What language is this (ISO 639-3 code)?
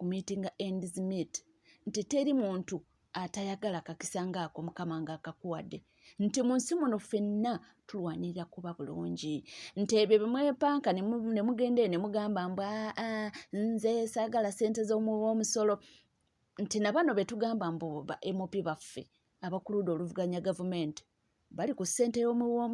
lug